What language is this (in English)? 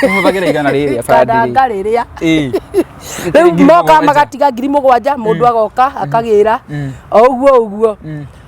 Kikuyu